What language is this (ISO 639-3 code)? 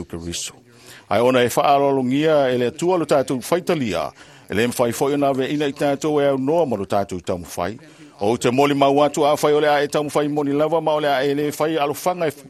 smo